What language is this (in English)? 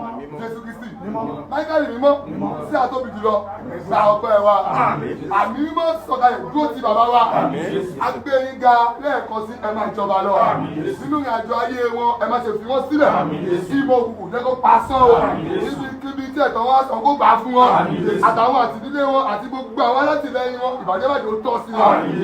Yoruba